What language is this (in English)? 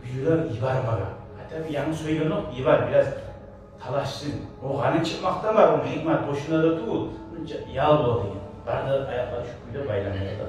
Kumyk